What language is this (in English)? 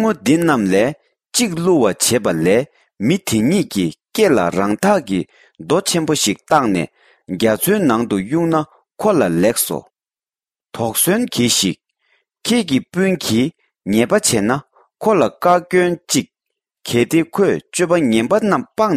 Tibetan